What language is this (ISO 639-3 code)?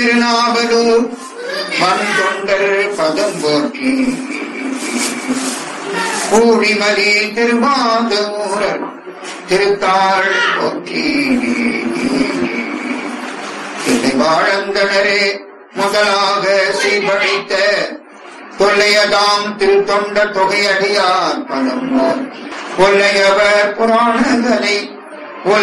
tam